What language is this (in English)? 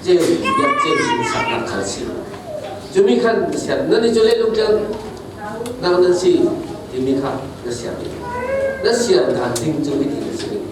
Falam Chin